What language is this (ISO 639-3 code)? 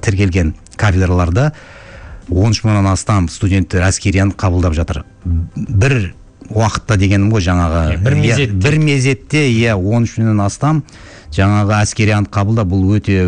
kaz